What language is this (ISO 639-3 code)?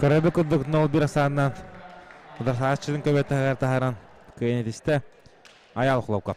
sah